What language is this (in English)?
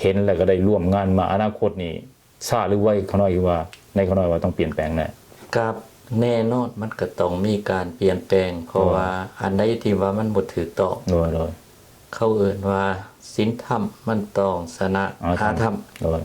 Lao